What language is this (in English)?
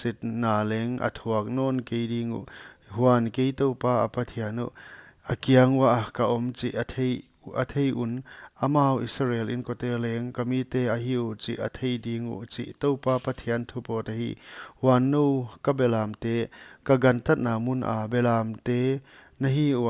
Paite Chin